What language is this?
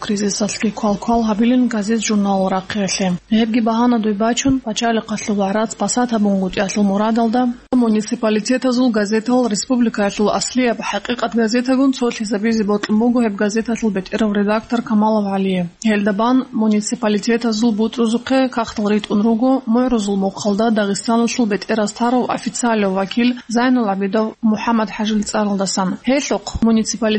Avaric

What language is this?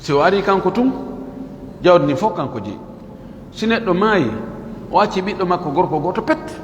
Fula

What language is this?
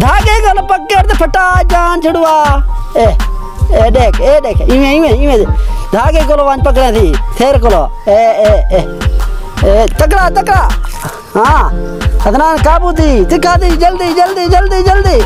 Saraiki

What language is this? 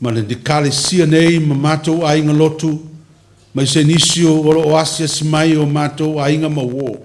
Samoan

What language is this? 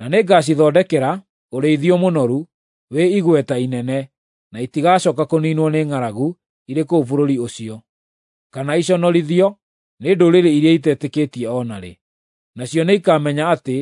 Kikuyu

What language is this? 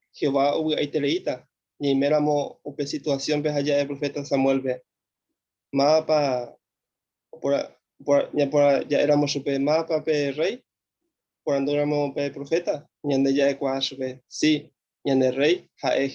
Guarani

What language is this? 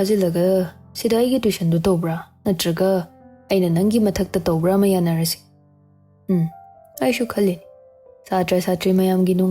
Manipuri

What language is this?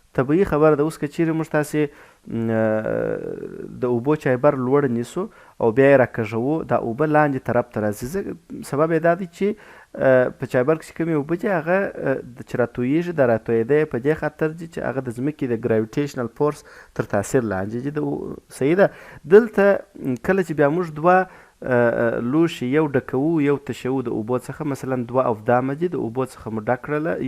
Pashto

